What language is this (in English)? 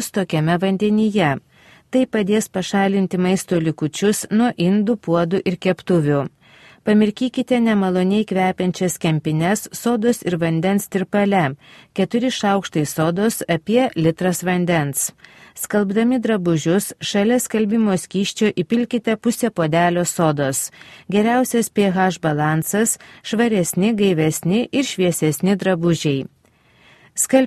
Lithuanian